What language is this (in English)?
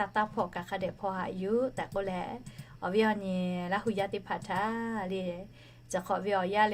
Lahu